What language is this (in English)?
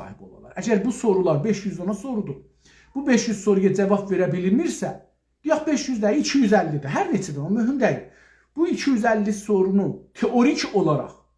South Azerbaijani